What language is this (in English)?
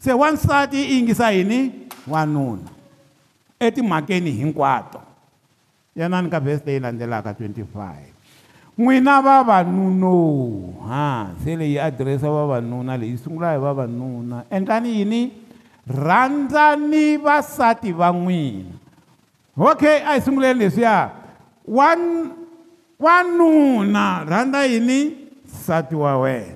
Tsonga